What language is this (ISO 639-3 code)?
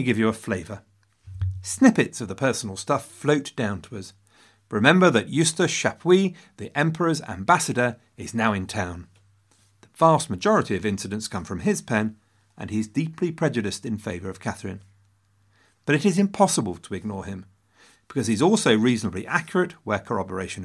eng